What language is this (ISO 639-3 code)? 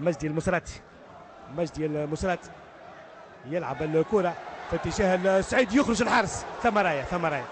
aeb